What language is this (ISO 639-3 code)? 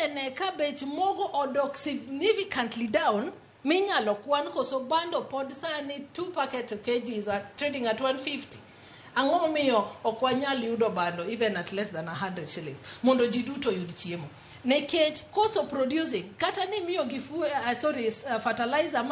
luo